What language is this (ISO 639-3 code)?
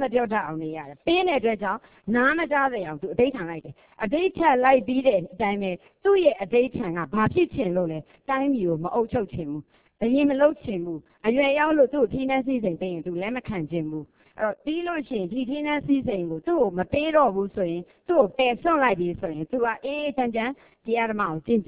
mya